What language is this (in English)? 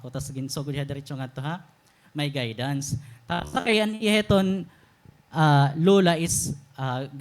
Waray